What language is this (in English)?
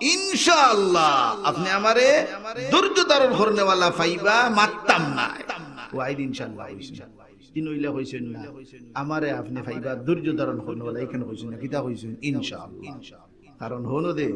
Sylheti